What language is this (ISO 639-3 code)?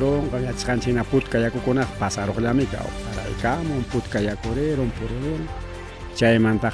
quy